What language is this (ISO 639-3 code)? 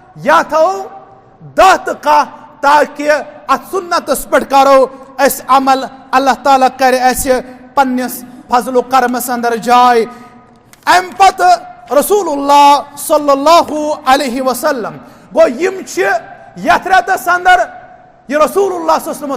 kas